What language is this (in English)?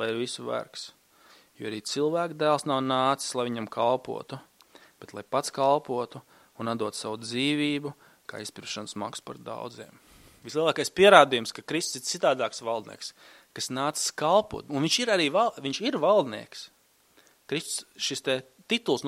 Latvian